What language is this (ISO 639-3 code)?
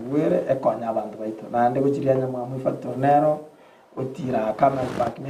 guz